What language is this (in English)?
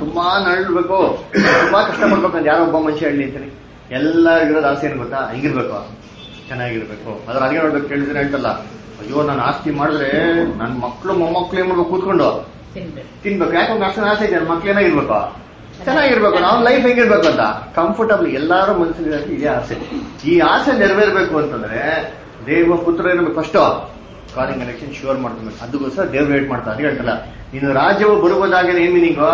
Kannada